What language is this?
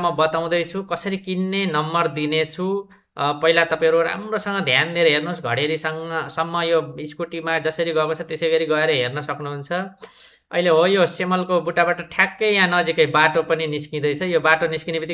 Nepali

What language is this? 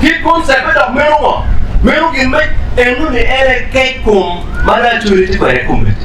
Acoli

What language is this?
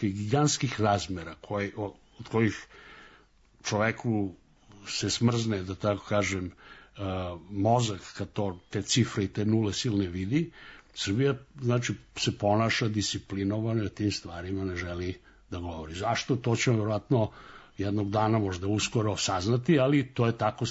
Serbian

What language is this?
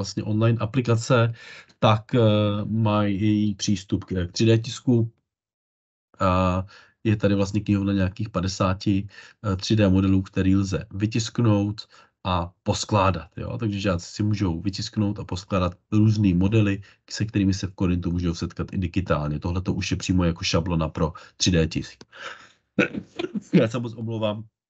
Czech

